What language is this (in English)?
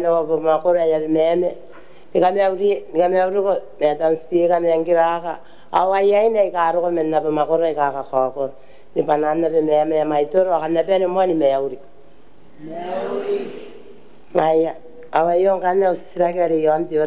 Gilbertese